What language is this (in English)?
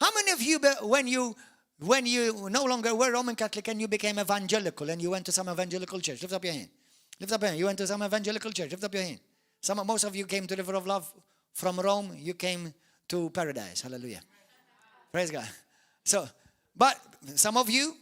English